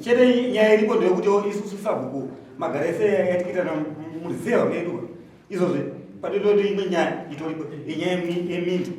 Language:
Shona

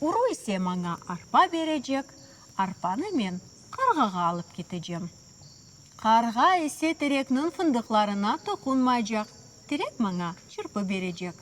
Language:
Crimean Tatar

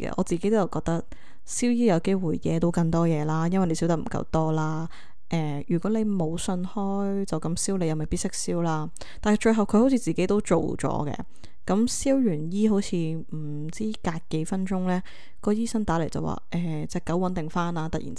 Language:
Cantonese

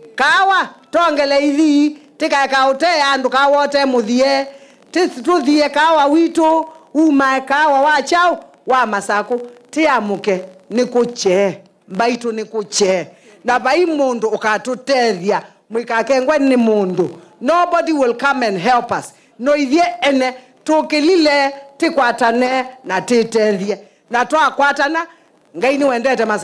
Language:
Kamba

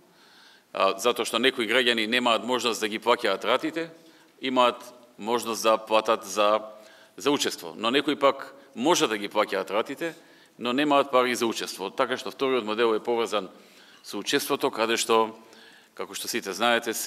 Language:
Macedonian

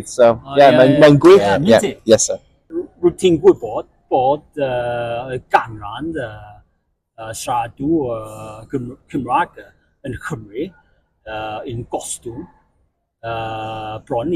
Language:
Welsh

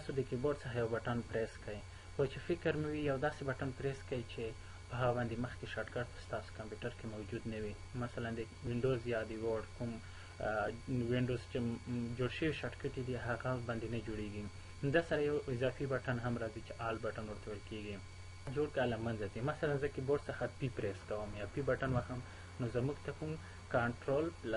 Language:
Pashto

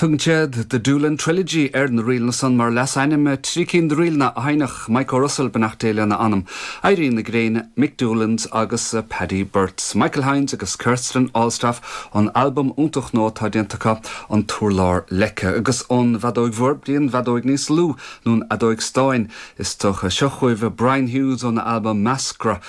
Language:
Irish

